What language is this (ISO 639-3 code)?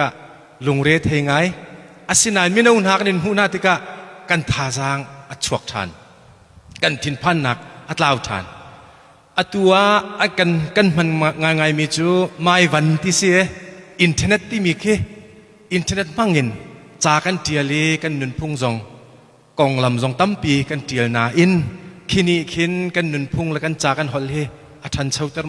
cnh